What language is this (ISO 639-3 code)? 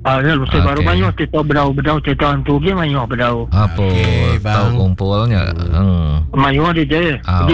iba